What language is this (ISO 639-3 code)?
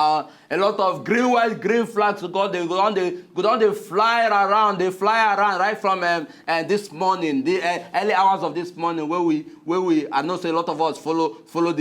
pcm